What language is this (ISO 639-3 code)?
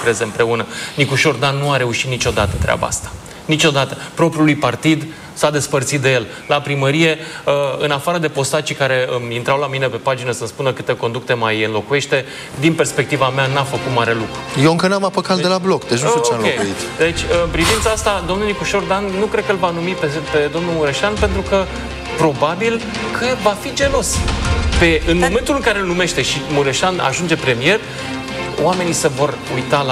ron